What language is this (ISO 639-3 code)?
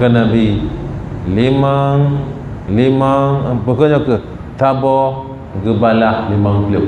ace